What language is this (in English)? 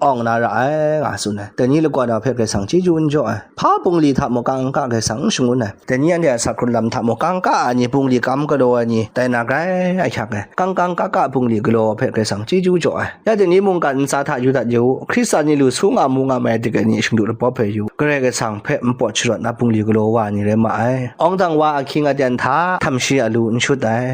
Kachin